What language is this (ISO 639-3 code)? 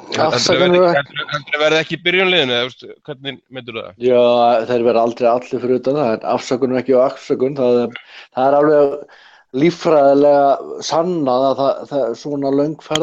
isl